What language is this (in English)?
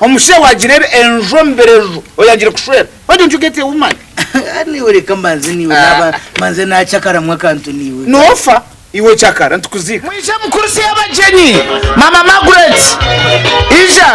Nyankole